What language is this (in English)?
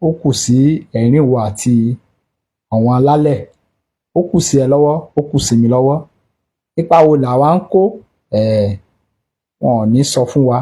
Yoruba